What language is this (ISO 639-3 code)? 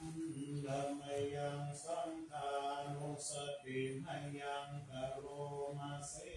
pli